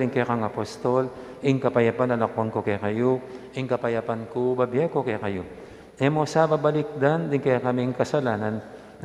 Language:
Pampanga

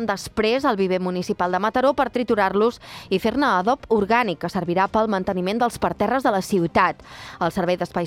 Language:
Catalan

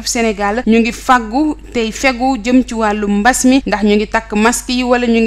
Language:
Wolof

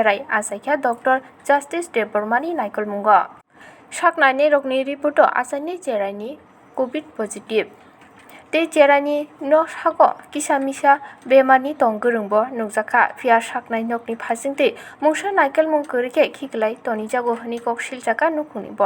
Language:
Kok Borok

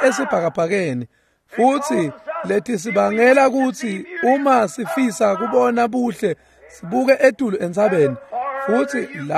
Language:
Swati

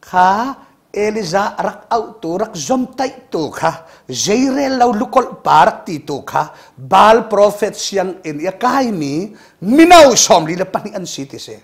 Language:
Hakha Chin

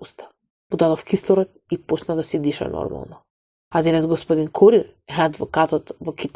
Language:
Macedonian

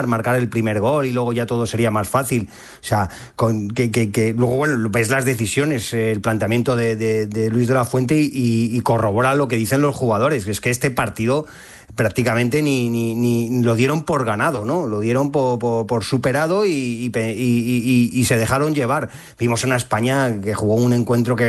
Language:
Spanish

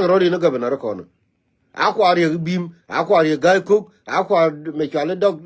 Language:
Nuer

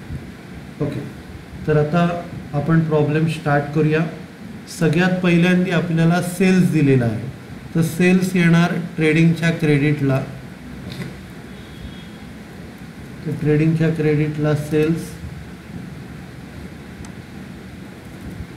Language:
Marathi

